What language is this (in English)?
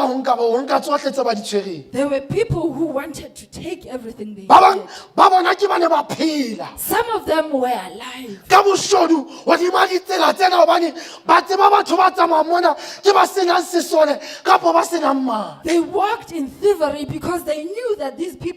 Southern Sotho